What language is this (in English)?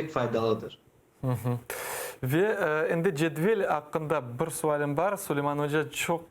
Crimean Tatar